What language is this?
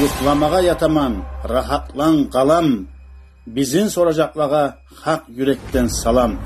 Kumyk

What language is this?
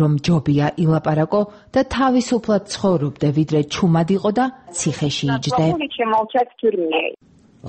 Georgian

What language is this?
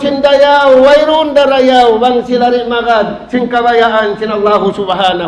Tausug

